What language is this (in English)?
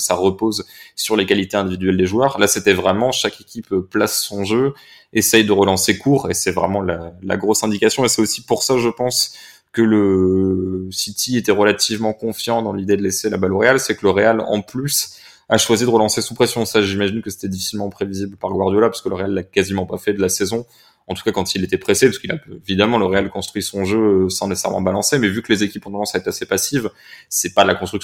French